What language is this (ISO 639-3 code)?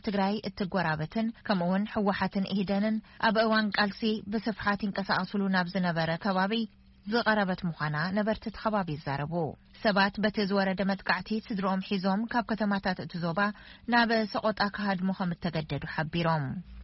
tir